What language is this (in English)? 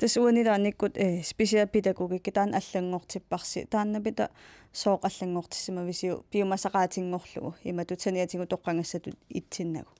Kalaallisut